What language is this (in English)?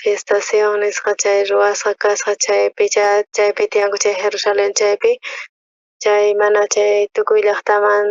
South Bolivian Quechua